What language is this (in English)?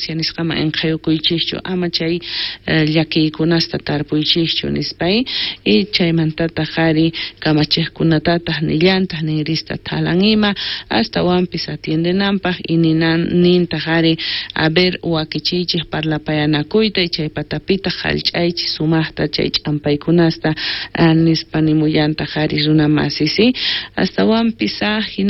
South Bolivian Quechua